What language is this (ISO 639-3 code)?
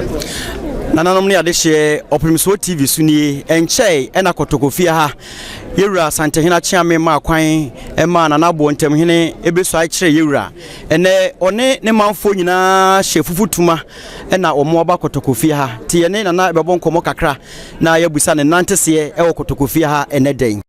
aka